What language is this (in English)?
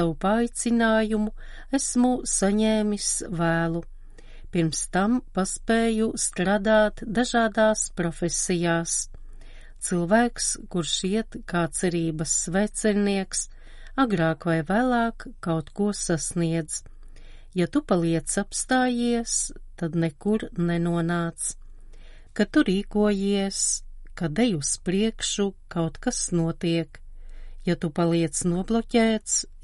Latvian